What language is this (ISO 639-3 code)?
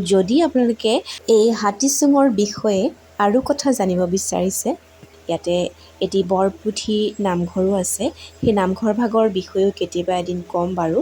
asm